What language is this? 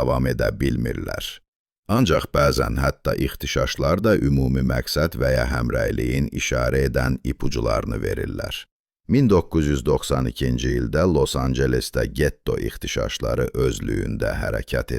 South Azerbaijani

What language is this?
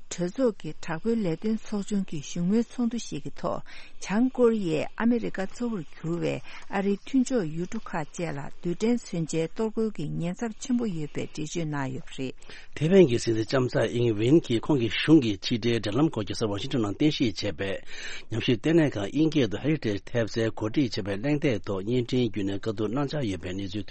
Tibetan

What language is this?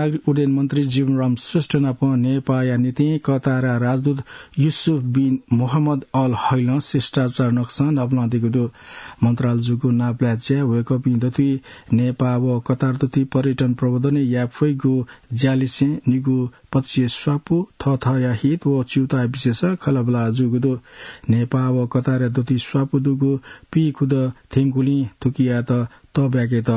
Newari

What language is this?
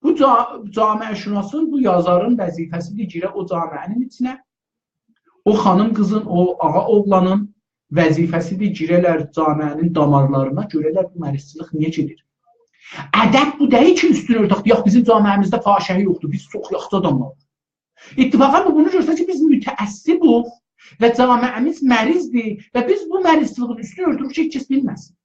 South Azerbaijani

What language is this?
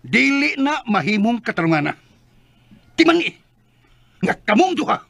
Cebuano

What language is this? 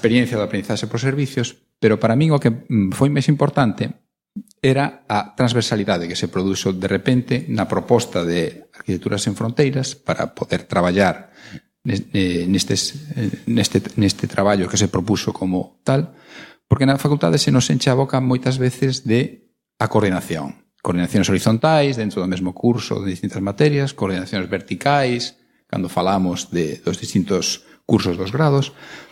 Galician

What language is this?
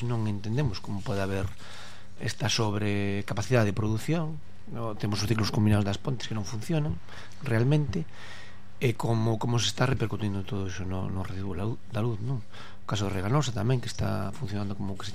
Galician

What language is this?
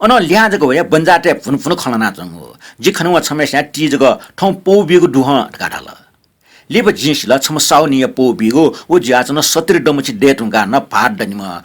Newari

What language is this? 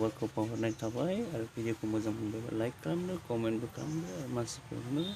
Bodo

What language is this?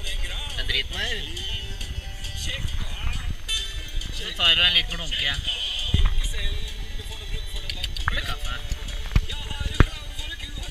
Norwegian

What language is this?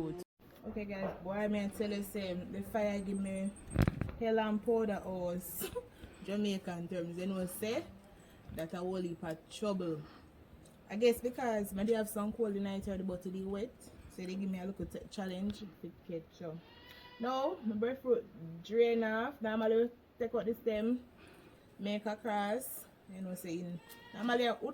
Jamaican Creole English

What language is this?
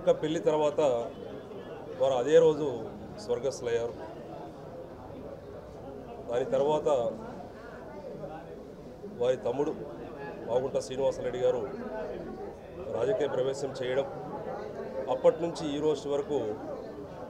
Telugu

